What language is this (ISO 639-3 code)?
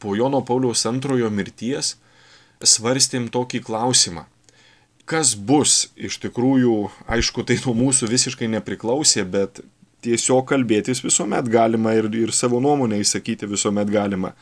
lit